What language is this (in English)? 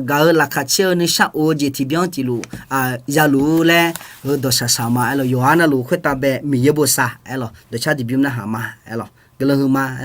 Akha